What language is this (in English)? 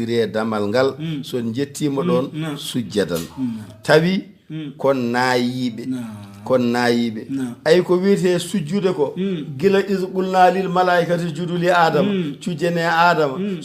Fula